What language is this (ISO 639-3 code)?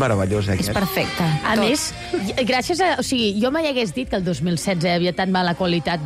cat